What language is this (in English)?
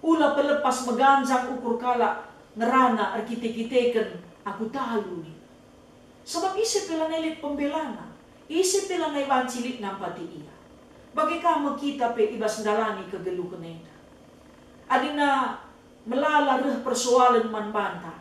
Batak Karo